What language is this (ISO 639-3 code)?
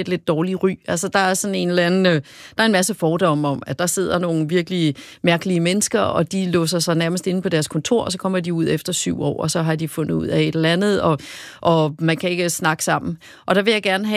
dan